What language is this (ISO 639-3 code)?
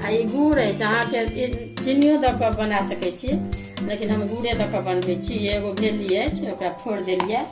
mai